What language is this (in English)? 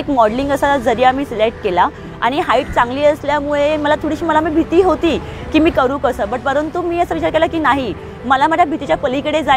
Marathi